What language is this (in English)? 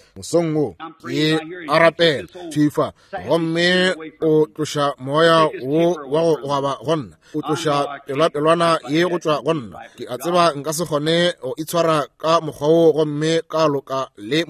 Northern Sotho